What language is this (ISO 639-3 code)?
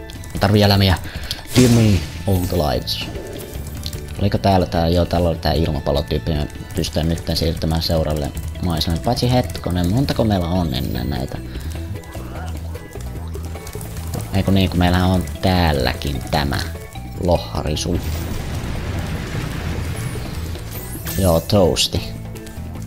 fin